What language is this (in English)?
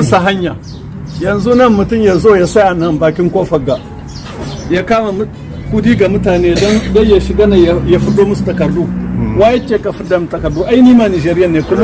Hausa